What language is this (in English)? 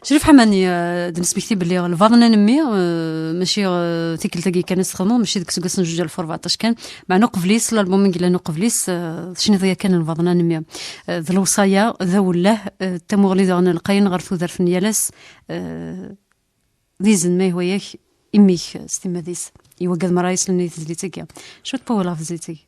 Kabyle